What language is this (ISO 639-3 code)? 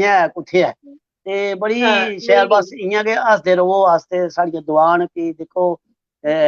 doi